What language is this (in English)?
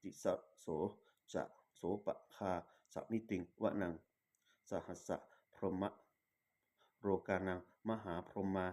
Pali